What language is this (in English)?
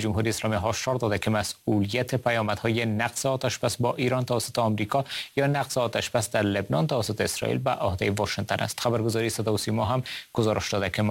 Persian